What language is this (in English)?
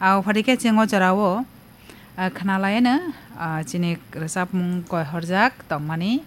Kok Borok